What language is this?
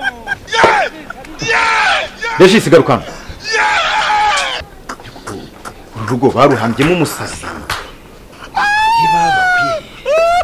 Kinyarwanda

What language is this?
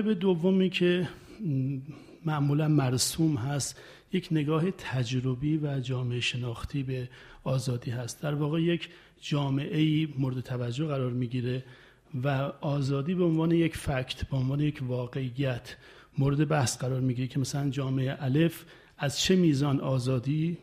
Persian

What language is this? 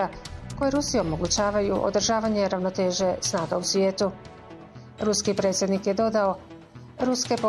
Bosnian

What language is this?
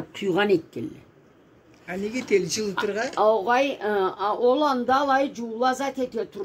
Karachay-Balkar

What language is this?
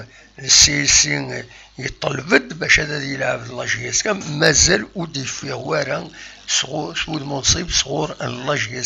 Kabyle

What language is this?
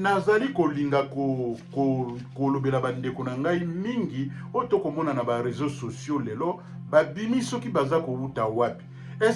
Lingala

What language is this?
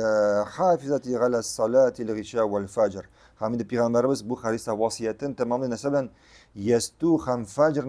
Tatar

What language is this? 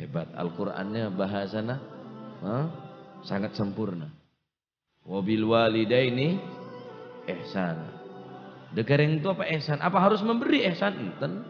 Madurese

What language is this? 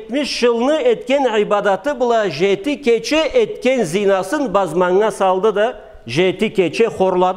Karachay-Balkar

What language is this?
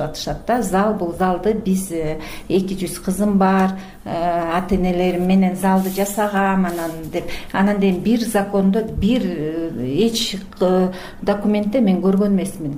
Kyrgyz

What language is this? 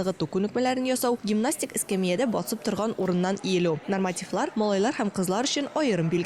Tatar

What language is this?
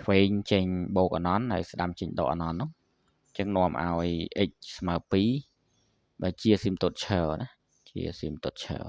Khmer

